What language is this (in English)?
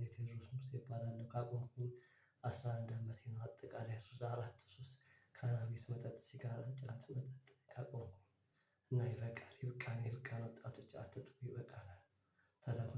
Amharic